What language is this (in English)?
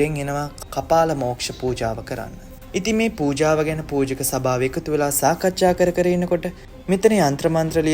Sinhala